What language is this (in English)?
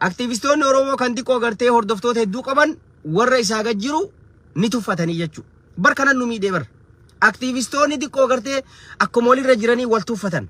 Oromo